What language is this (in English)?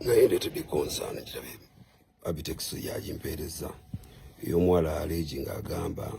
Ganda